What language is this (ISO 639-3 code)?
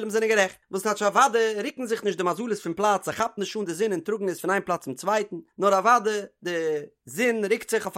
yid